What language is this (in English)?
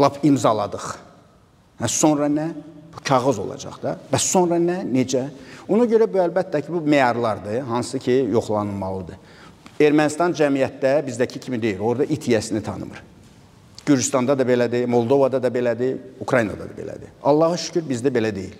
Azerbaijani